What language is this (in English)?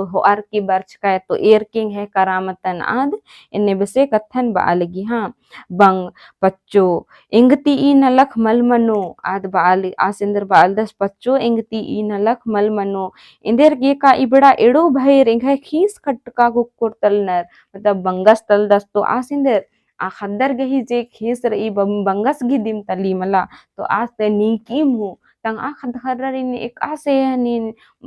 Kurukh